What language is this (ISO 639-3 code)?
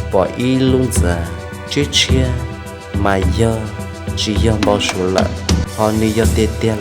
hmn